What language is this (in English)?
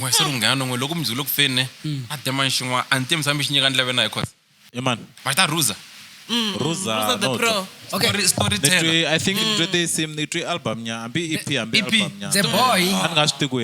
Tsonga